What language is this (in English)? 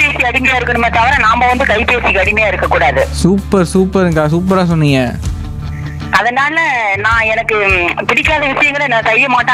Tamil